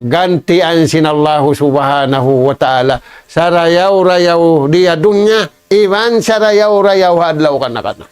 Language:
Tausug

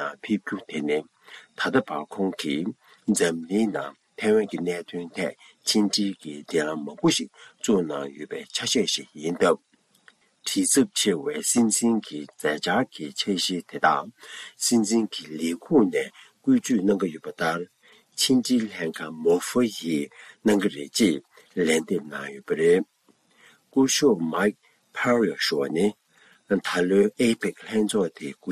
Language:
Tibetan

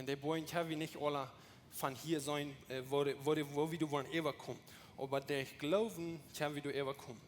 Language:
Plautdietsch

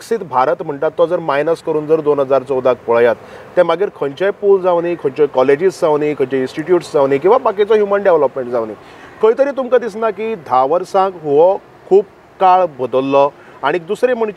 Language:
Konkani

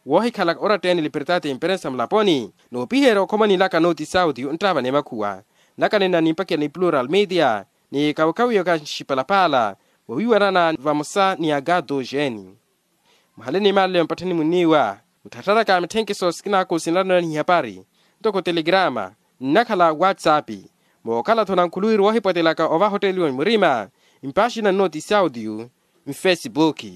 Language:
Makhuwa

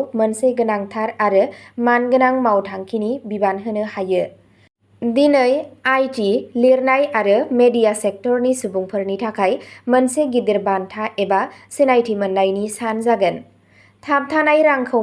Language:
Bodo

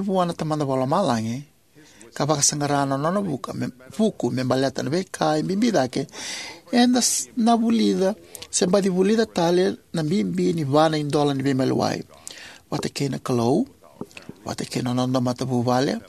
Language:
Fijian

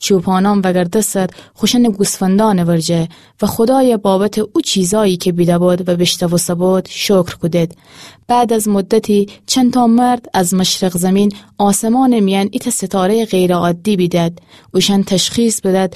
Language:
Gilaki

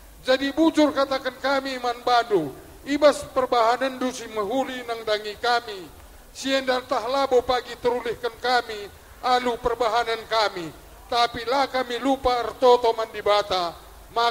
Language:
Batak Karo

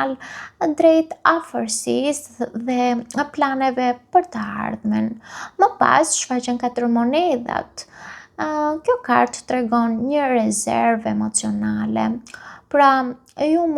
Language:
Albanian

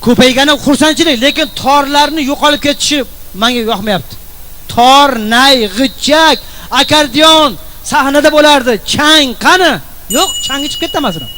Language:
Uzbek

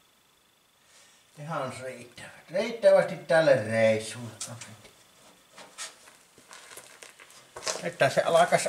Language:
Finnish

